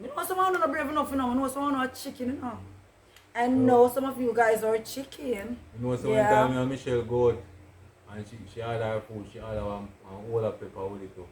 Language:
Jamaican Creole English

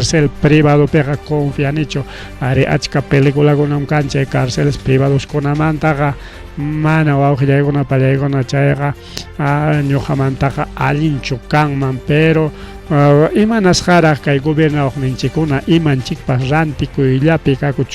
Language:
Ayacucho Quechua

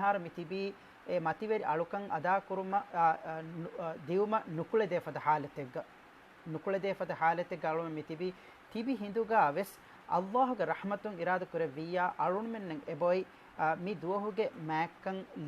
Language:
Divehi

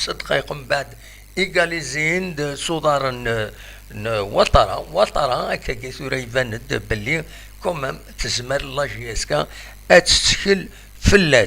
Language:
Kabyle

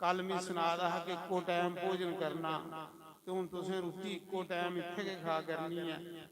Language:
Dogri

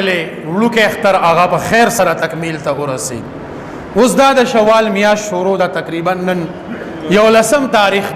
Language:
Pashto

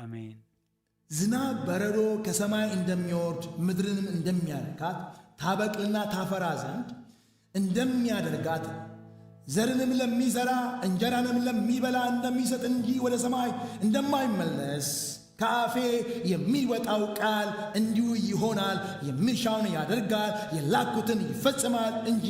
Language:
Amharic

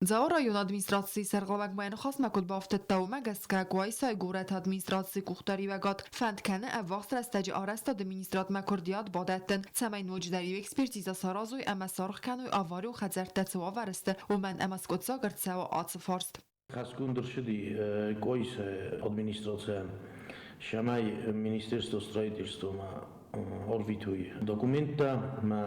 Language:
Ossetic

